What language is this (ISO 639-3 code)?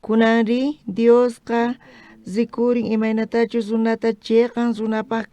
quh